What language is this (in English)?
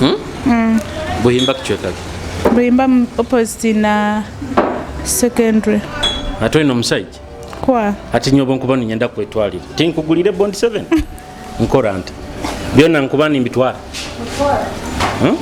Nyoro